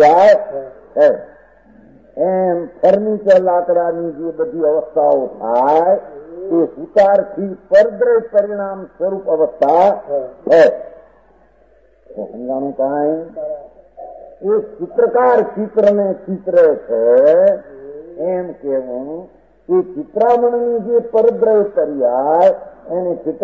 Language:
Gujarati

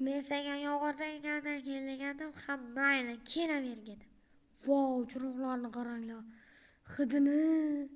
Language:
Uzbek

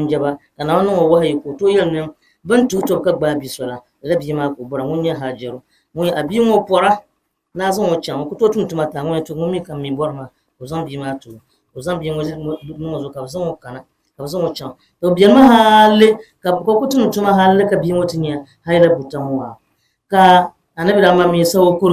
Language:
Dagbani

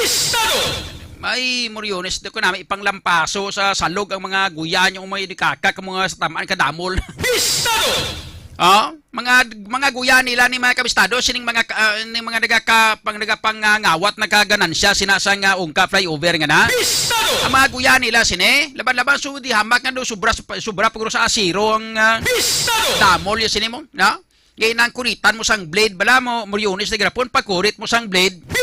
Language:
Hiligaynon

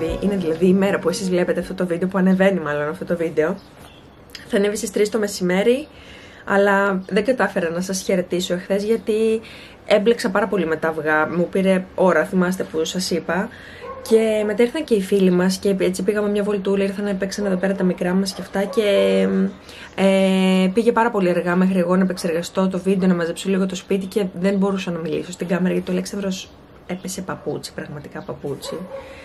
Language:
Greek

